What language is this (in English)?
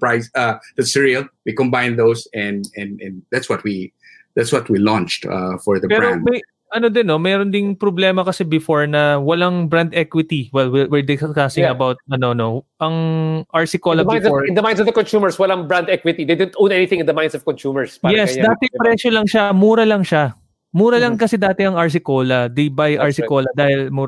Filipino